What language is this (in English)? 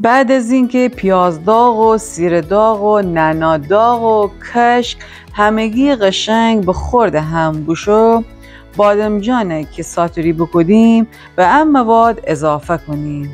Gilaki